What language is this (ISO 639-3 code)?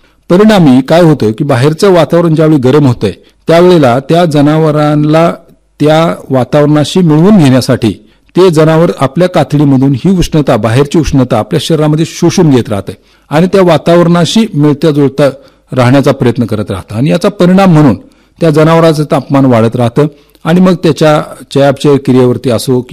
mar